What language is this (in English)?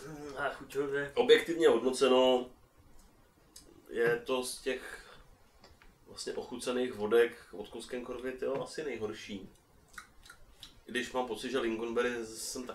Czech